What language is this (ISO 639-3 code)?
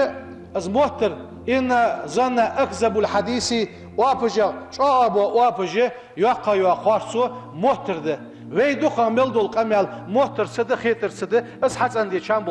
inh